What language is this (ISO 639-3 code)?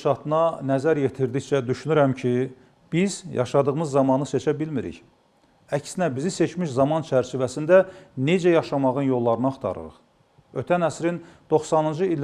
aze